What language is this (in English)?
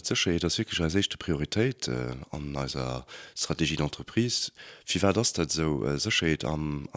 Luxembourgish